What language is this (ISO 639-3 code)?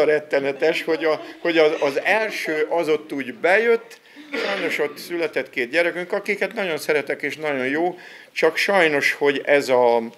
hun